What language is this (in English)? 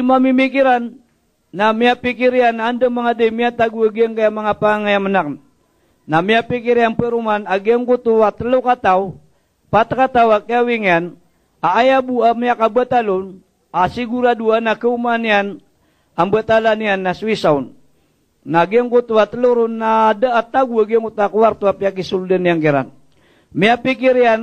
Maranao